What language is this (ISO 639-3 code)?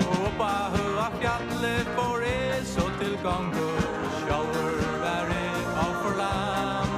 fao